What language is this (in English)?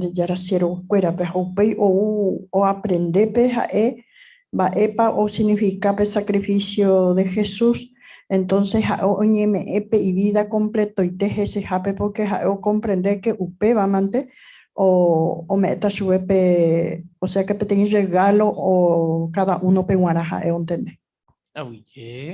Guarani